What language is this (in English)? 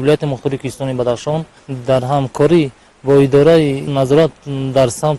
Tajik